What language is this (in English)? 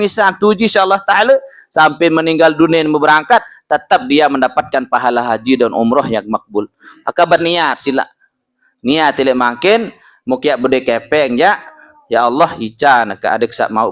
Sasak